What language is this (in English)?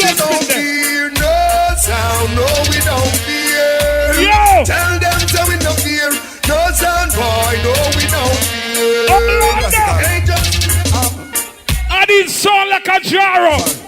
Jamaican Creole English